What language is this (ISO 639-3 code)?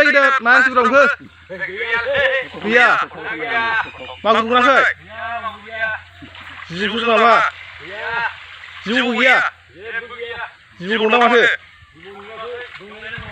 brx